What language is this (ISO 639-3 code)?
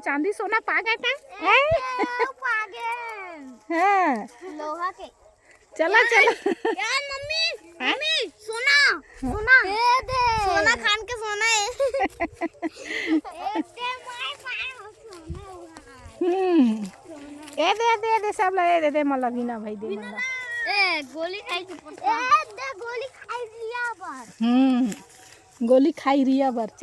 hne